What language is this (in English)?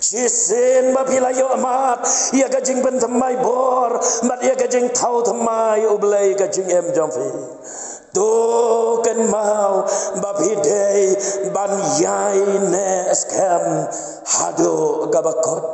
Khasi